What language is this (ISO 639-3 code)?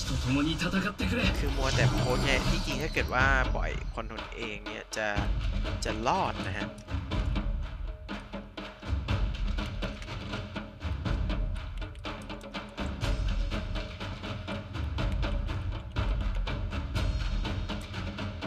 tha